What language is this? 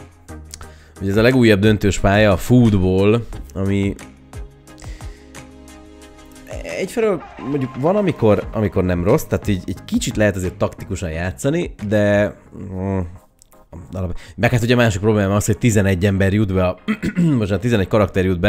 Hungarian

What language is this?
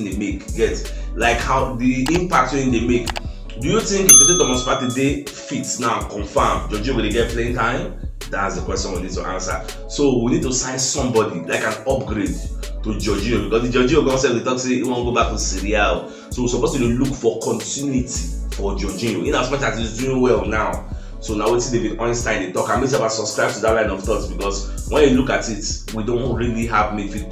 Nigerian Pidgin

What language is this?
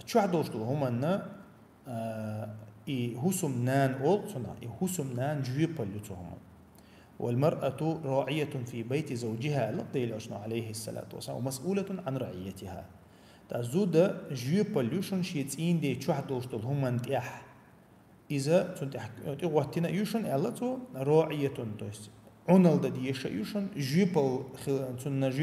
Chechen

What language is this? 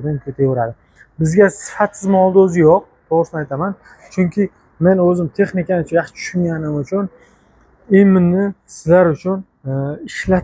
Uzbek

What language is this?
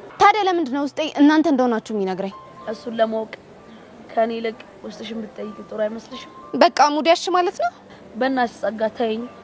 Amharic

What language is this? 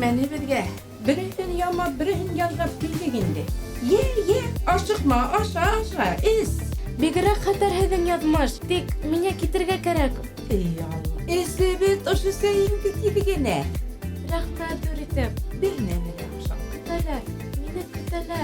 Bashkir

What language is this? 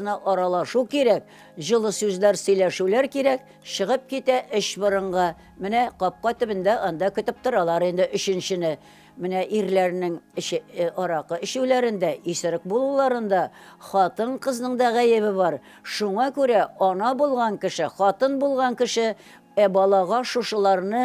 Tatar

